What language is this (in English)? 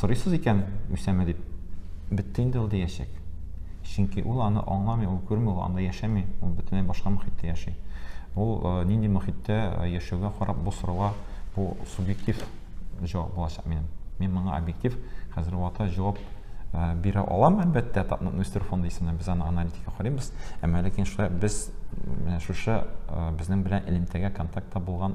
Tatar